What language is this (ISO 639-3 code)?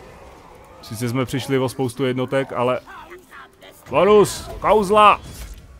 ces